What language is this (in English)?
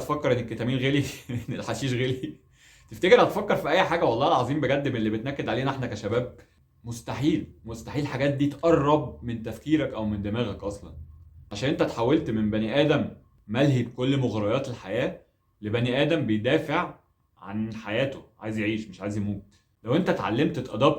Egyptian Arabic